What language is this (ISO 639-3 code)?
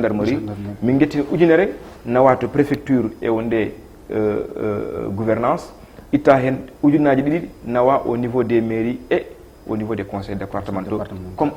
ful